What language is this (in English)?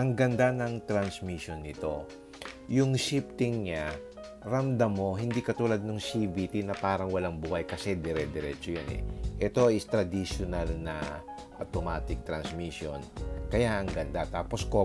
Filipino